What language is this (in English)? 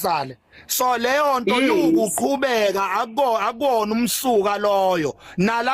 Zulu